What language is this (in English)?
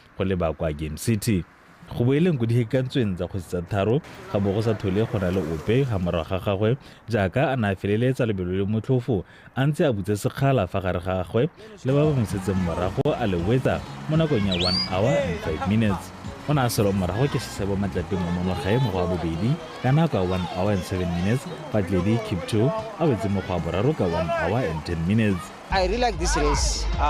Tswana